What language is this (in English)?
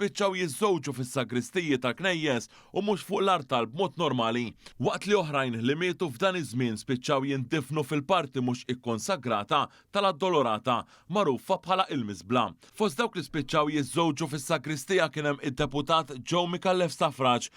Maltese